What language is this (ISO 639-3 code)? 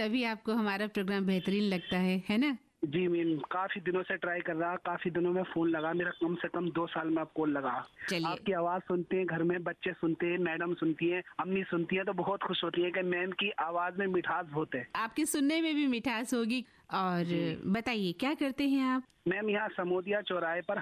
hin